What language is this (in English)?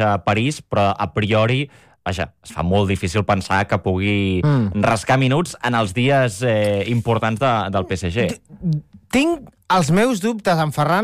Catalan